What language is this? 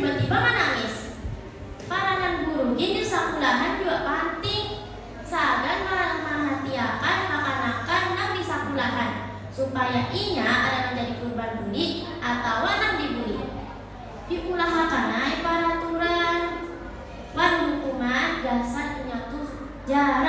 Banjar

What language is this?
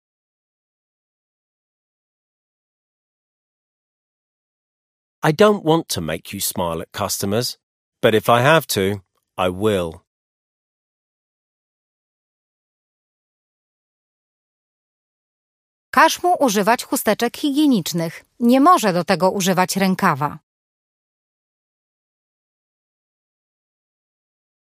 Polish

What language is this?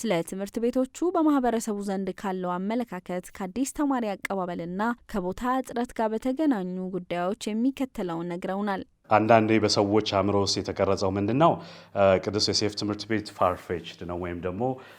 Amharic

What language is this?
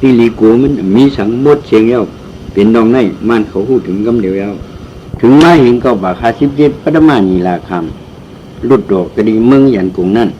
Shan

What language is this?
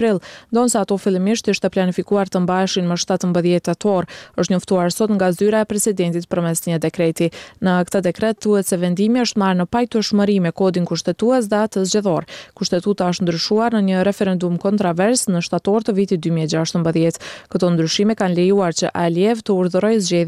Albanian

